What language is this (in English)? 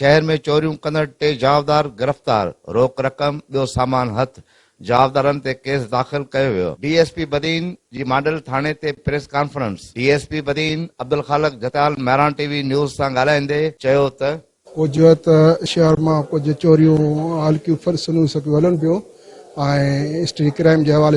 Sindhi